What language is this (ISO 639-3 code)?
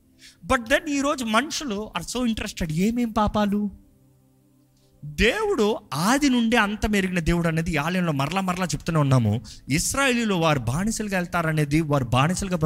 tel